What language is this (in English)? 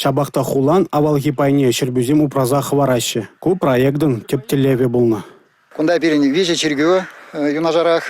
Chuvash